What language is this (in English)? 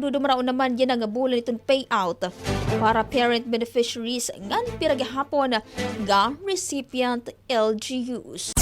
Waray